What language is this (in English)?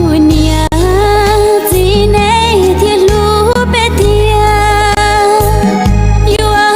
Hmong